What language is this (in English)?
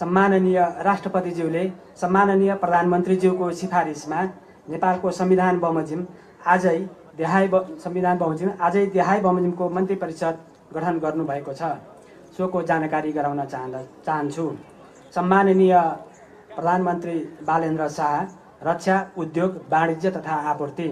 Nepali